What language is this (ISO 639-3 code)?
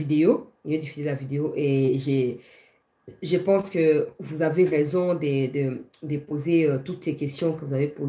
fra